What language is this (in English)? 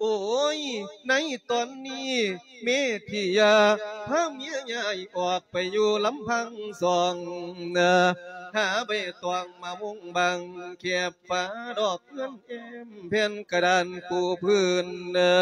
Lao